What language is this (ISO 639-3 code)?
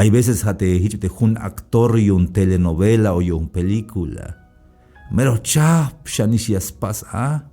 tzh